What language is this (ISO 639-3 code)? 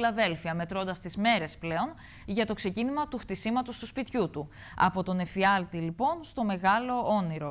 ell